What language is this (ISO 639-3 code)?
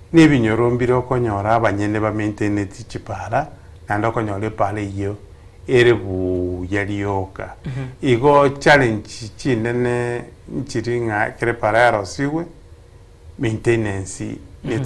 guz